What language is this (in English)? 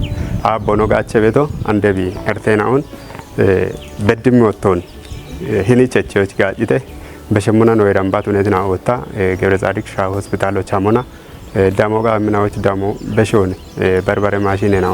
Kafa